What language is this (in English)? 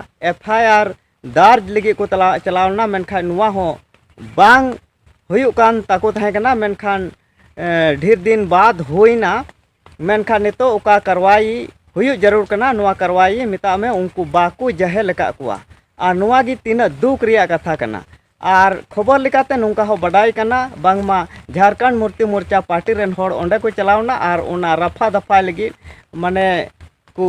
Santali